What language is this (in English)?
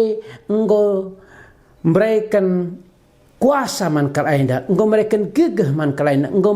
Batak Karo